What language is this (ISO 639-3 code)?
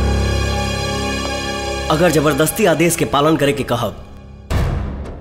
bho